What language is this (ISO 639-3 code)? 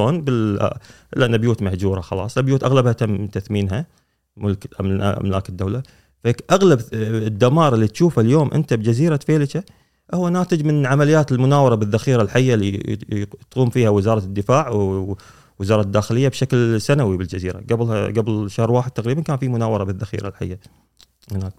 afb